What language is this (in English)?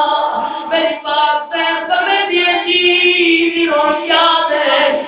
Saraiki